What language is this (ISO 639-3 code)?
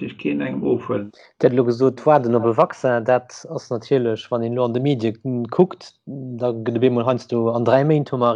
ltz